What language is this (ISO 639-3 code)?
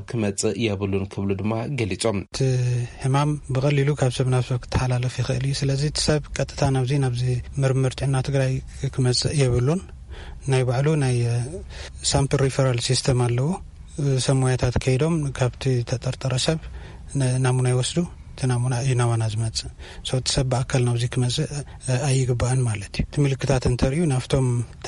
tir